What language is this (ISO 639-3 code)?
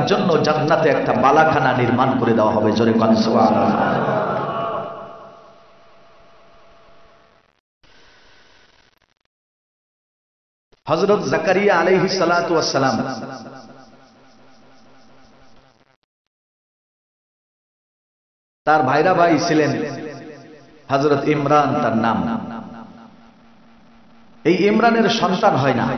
ben